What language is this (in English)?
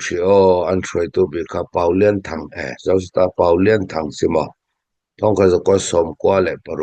Hakha Chin